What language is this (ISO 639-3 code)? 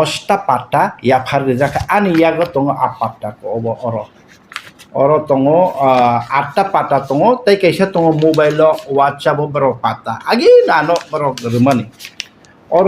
trp